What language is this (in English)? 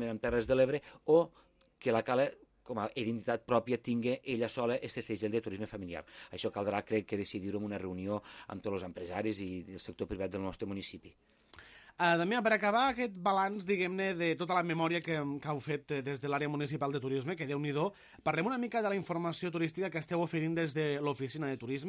Catalan